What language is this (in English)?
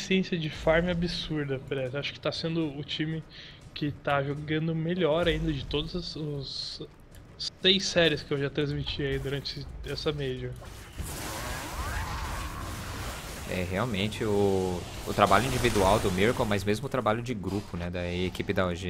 Portuguese